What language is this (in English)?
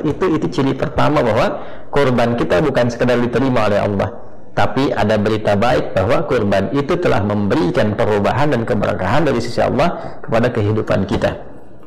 Indonesian